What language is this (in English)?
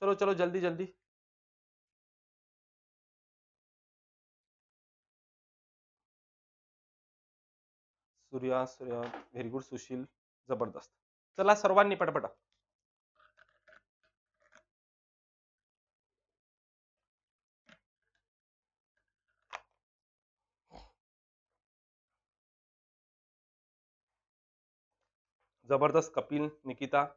Marathi